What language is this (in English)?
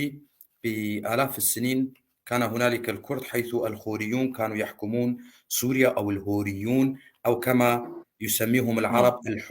North Levantine Arabic